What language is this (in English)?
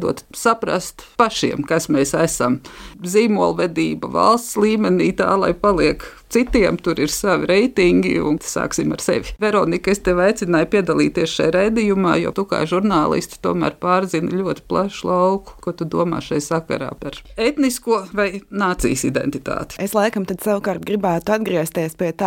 Latvian